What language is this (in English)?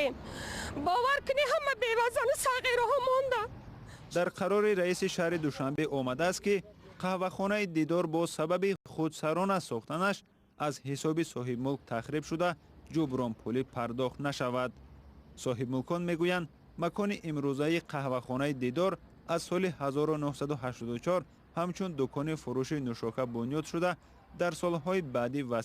Tajik